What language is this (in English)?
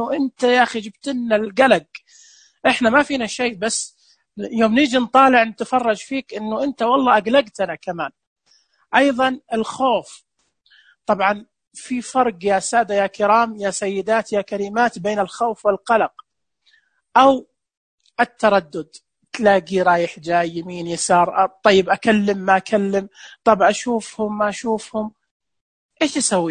Najdi Arabic